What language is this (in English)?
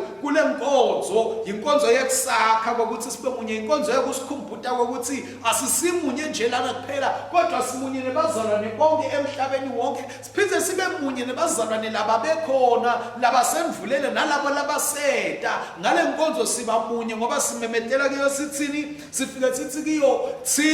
Swati